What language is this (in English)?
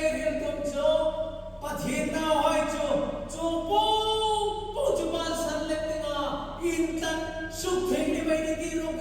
Hmar